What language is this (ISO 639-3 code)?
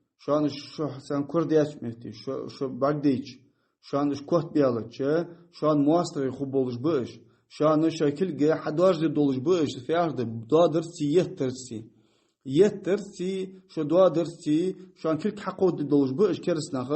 inh